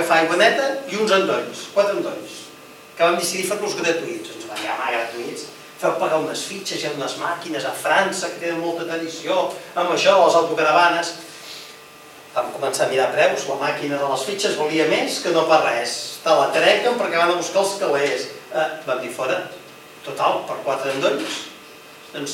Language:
Catalan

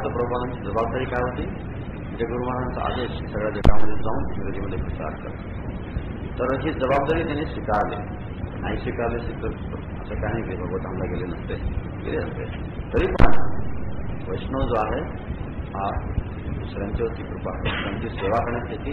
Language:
Marathi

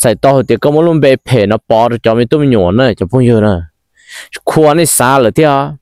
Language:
Hmong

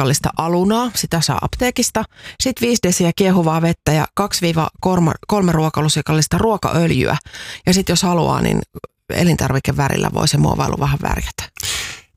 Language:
Finnish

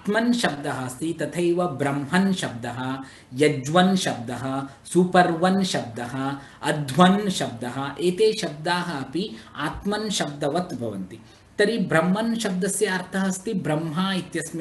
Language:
Sanskrit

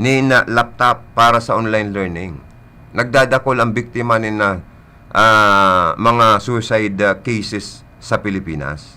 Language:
Bikol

